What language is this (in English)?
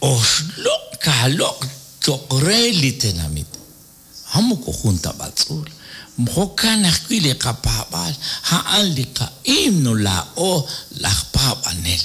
Kekchí